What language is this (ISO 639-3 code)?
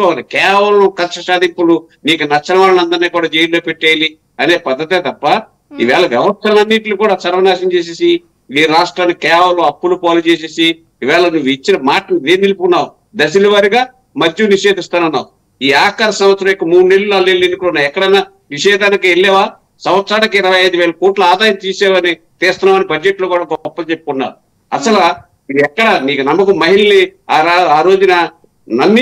tel